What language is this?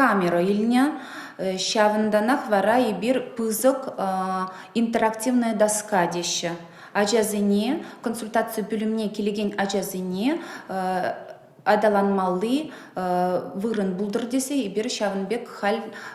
Chuvash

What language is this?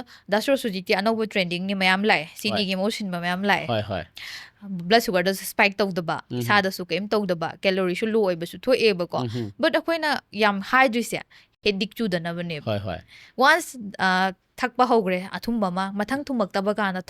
Manipuri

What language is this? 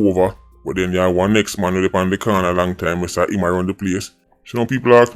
Jamaican Creole English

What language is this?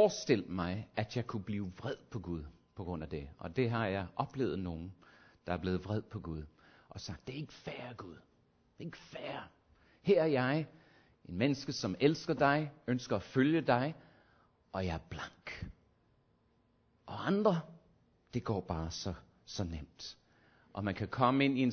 Danish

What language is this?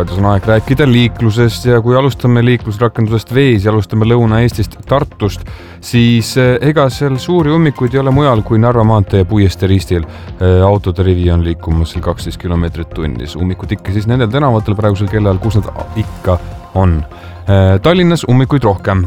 Estonian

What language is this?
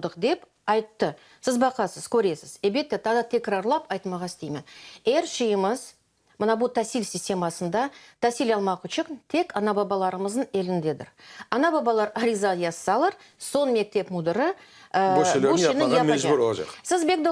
Crimean Tatar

